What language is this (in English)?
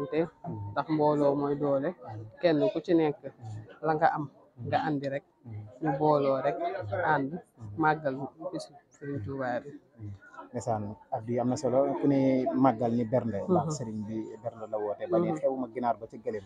Wolof